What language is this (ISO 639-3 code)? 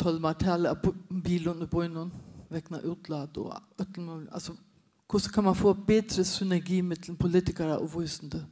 fao